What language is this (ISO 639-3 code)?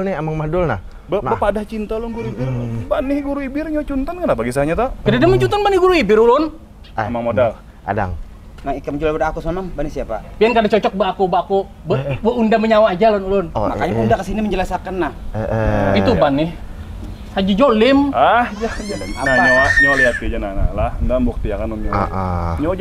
bjn